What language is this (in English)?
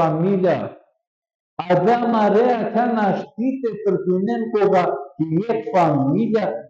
Balkan Romani